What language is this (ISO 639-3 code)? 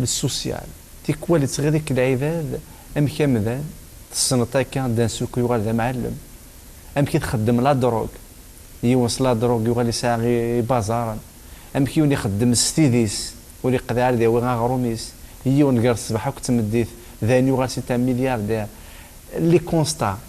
kab